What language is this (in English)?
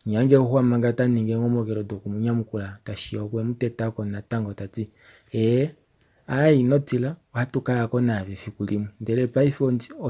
Kuanyama